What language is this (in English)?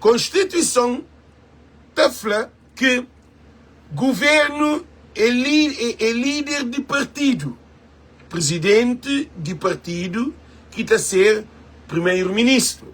Kabuverdianu